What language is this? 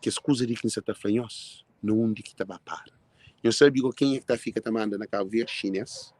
Kabuverdianu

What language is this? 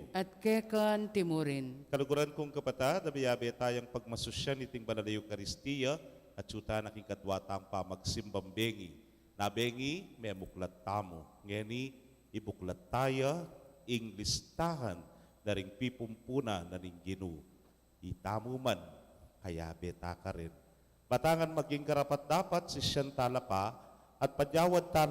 Pampanga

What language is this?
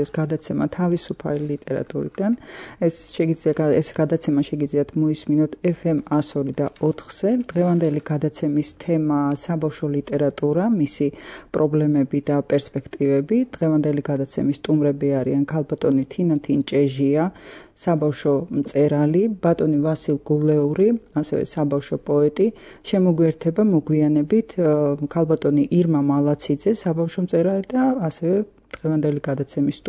Georgian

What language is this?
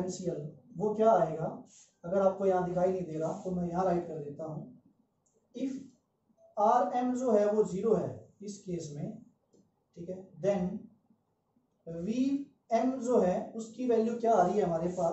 Hindi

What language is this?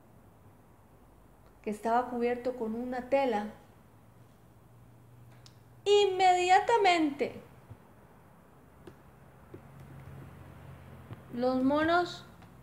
Spanish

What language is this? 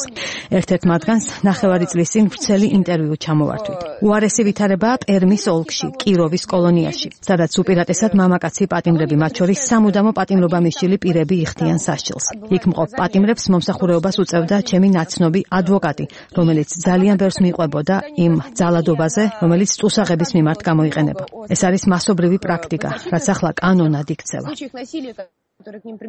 Georgian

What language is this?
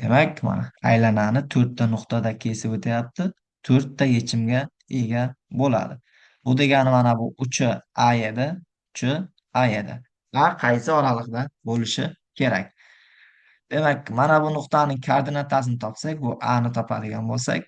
Uzbek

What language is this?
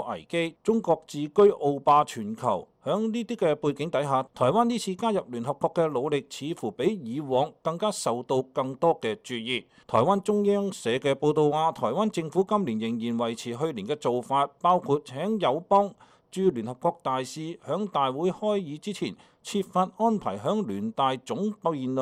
Cantonese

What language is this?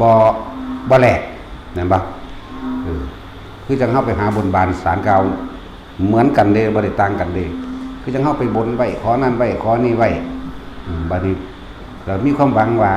Lao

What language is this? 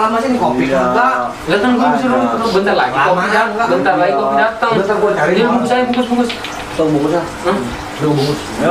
Betawi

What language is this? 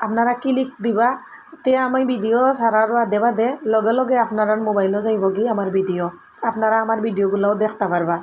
Sylheti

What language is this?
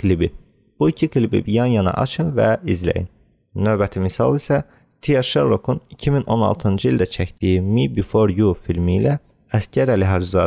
Azerbaijani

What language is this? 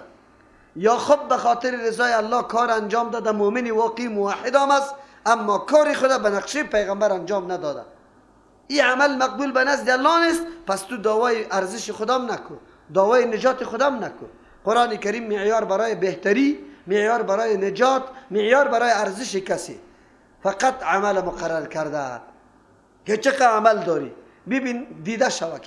Persian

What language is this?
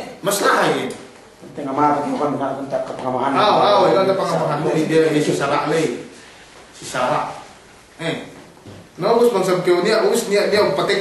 Yakan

